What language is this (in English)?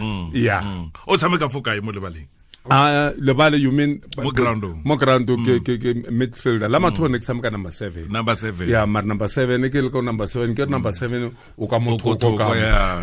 Tswana